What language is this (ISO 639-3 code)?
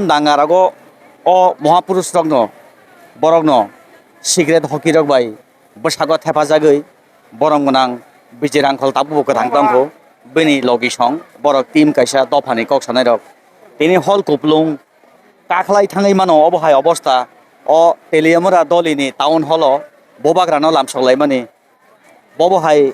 trp